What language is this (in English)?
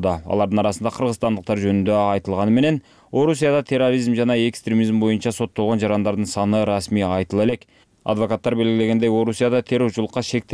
Kyrgyz